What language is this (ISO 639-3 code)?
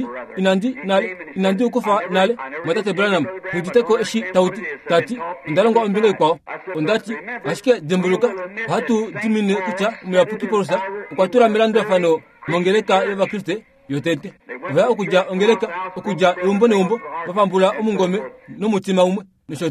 kua